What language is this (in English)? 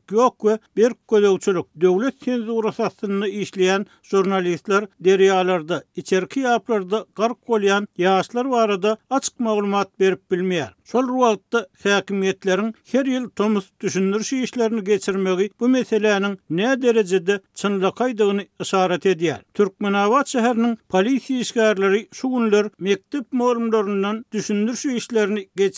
Turkmen